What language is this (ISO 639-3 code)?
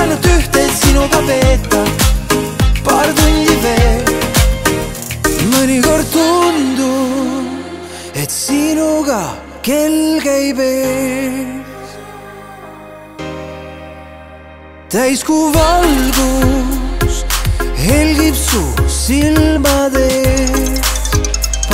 est